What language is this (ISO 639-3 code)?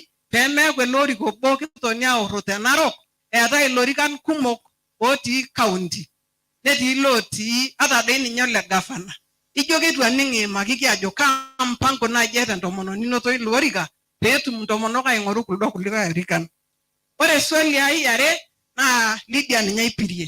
mas